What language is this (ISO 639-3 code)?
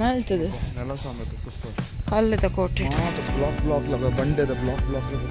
tcy